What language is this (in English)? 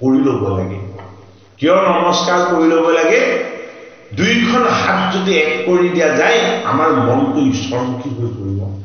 Assamese